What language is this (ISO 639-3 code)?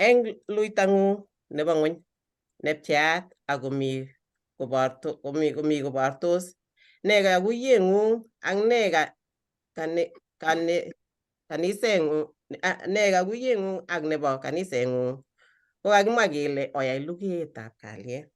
kln